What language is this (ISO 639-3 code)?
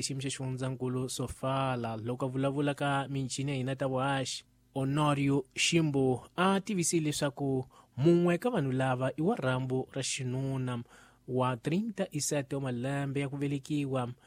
tso